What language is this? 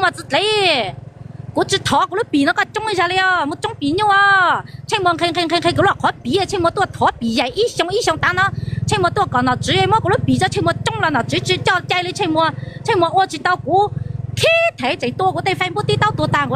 Hmong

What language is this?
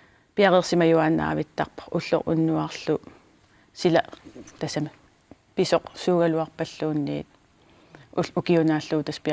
Kalaallisut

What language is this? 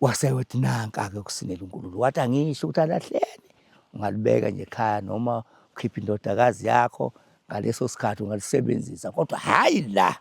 Zulu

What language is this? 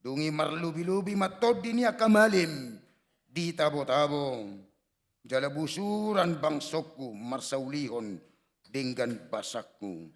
Batak Toba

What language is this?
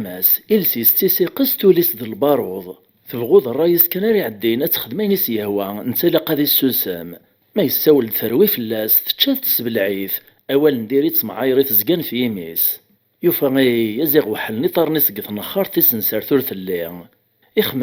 Kabyle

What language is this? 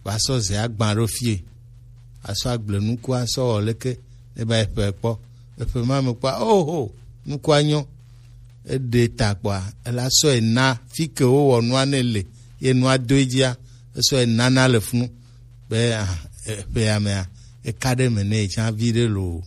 Gen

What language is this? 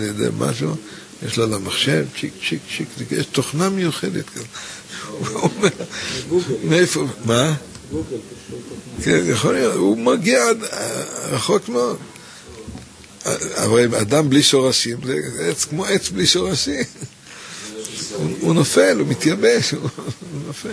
Hebrew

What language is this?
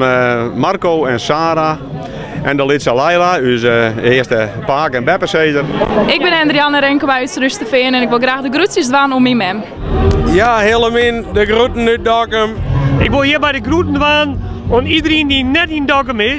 Western Frisian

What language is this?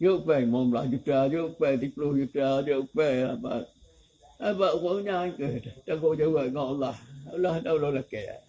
Achinese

